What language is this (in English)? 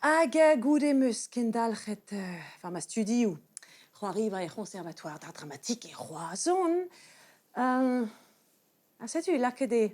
Breton